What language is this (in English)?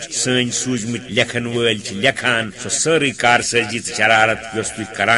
Kashmiri